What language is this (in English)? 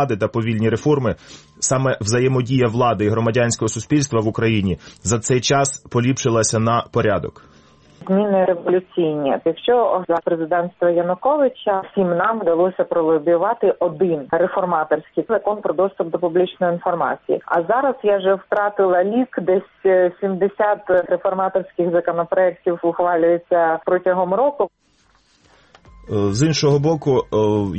Ukrainian